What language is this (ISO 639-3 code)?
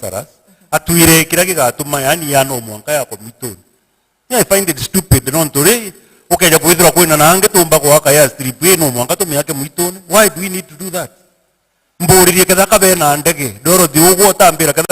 mer